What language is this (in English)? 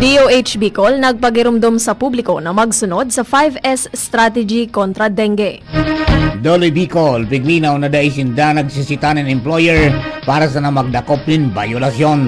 Bikol